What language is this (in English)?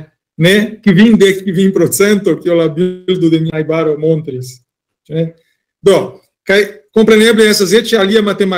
Esperanto